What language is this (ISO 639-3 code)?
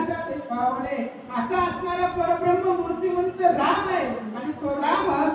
mar